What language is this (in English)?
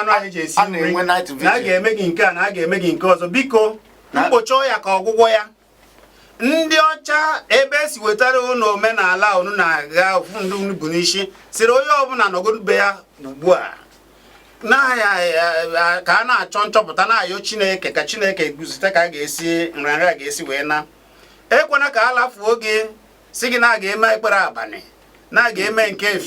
Igbo